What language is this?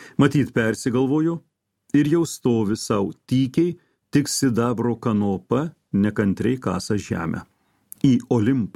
Lithuanian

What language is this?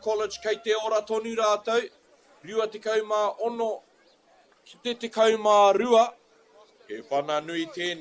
Māori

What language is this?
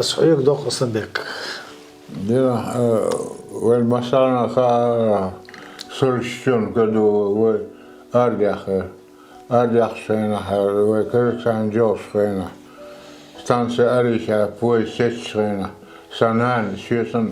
Chechen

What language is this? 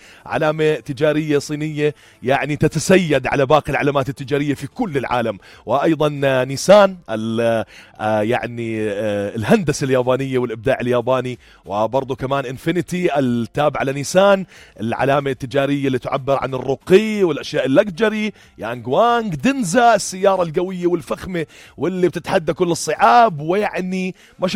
North Levantine Arabic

